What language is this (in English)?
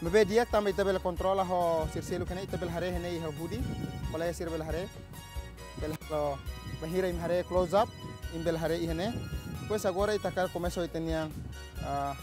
Tetum